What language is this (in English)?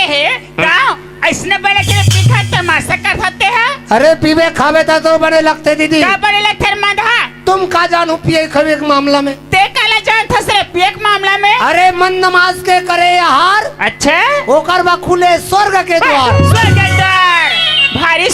Chhattisgarhi